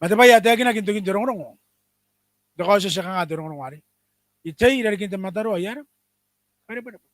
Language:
Gilbertese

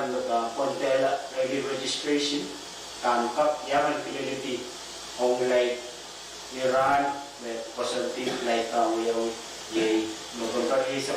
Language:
Pohnpeian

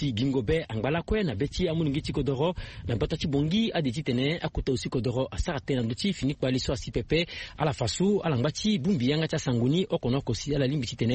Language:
Sango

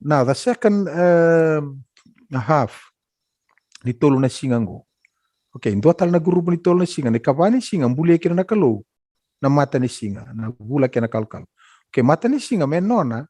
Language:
Fijian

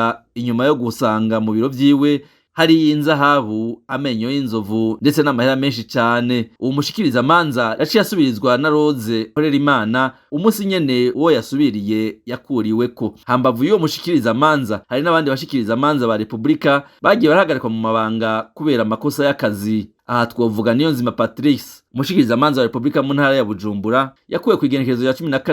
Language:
Rundi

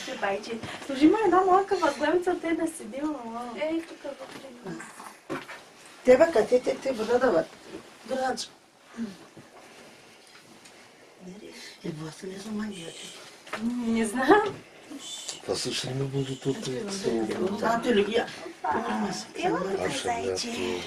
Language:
Turkish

